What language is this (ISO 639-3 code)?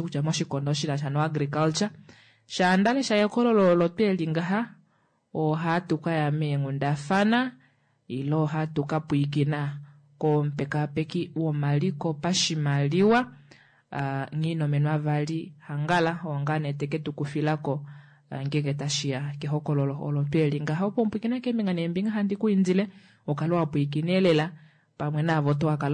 kua